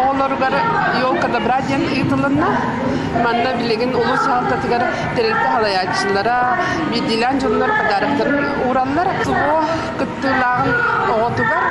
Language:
Yakut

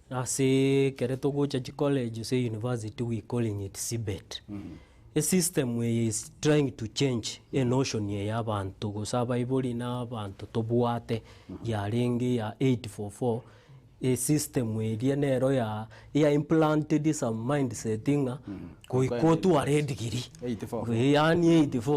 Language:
Gusii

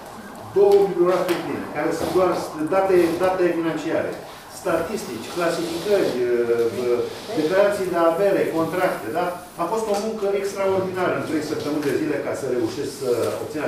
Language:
Romanian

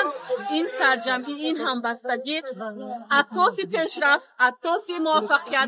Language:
Tajik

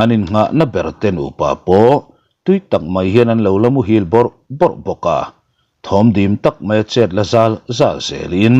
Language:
Mizo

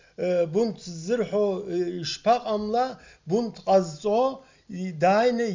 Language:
Abkhazian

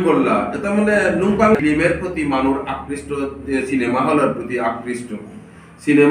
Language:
Bishnupriya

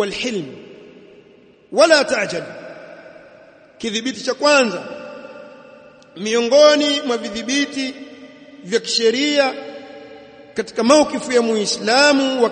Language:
Swahili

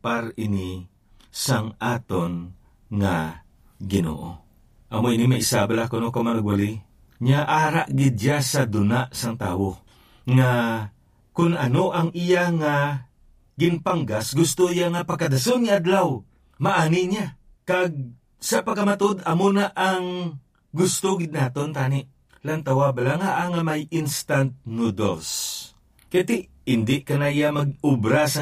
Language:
Hiligaynon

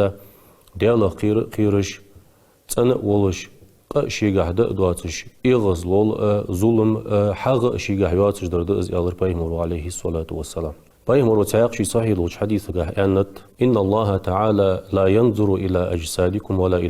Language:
Ingush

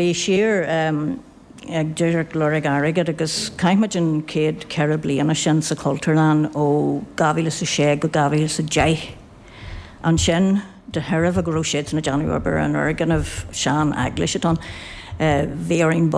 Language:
Irish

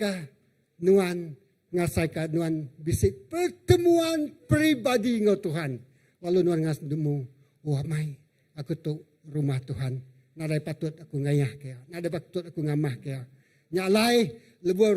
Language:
Iban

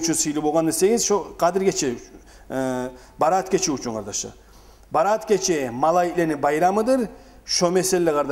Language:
Kumyk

